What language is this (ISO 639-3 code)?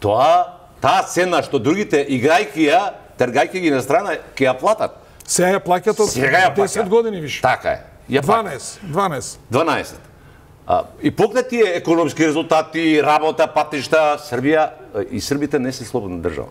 mkd